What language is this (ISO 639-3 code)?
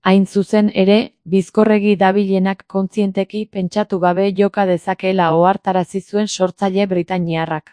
eus